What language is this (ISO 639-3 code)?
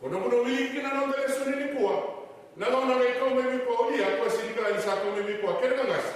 fij